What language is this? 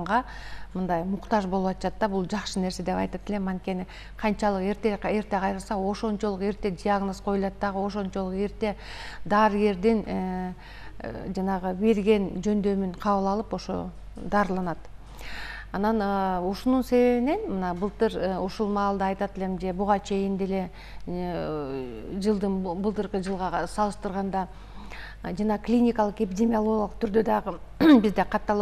Kyrgyz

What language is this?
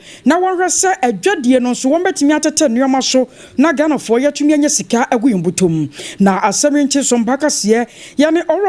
Akan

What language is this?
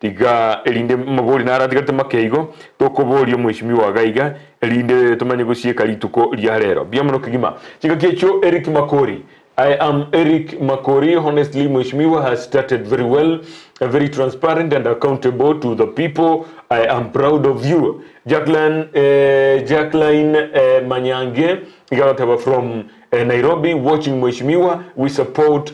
Gusii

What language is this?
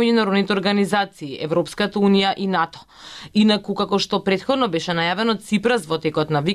Macedonian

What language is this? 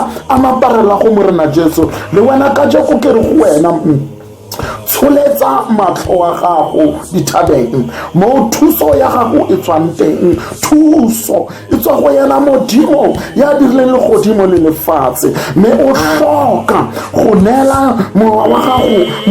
Tswana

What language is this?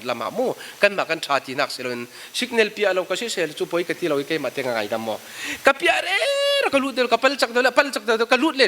Falam Chin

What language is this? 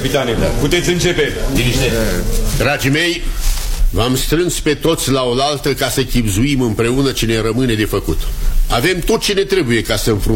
Romanian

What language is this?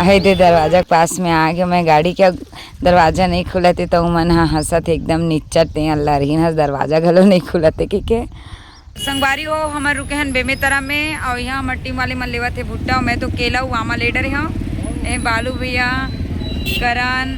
Chhattisgarhi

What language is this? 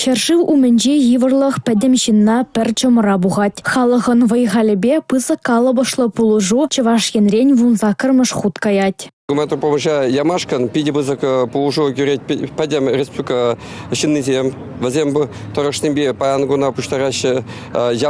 Chuvash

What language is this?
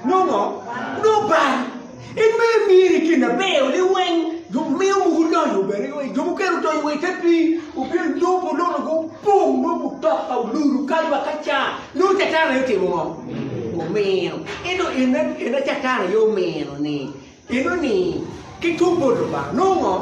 Acoli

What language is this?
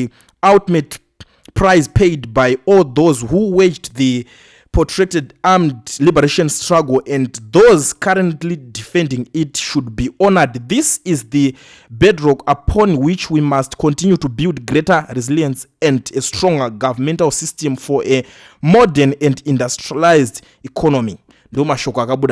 Shona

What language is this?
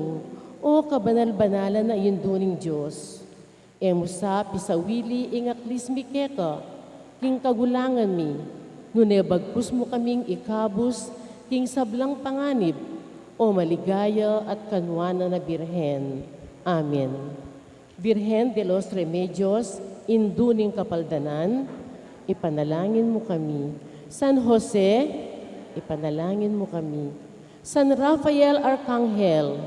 Pampanga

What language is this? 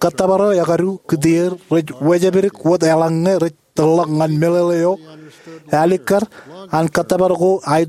Marshallese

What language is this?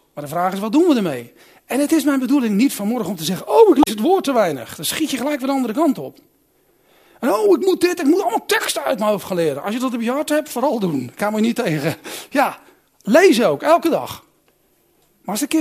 Dutch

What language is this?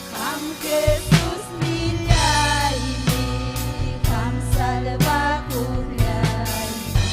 Ayacucho Quechua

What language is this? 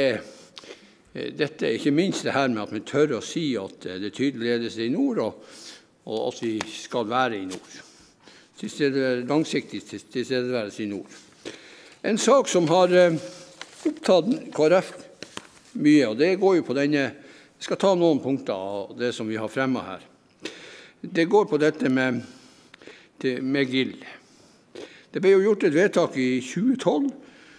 Norwegian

